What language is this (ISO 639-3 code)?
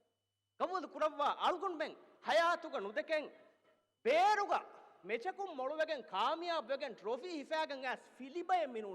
div